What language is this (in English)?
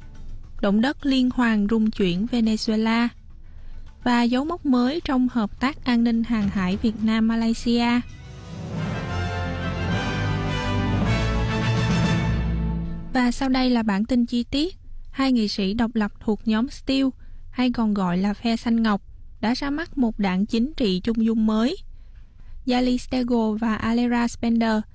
Vietnamese